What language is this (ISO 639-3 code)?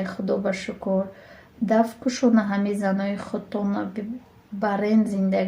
tgk